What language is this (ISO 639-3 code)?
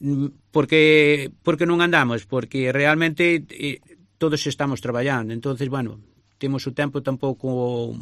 glg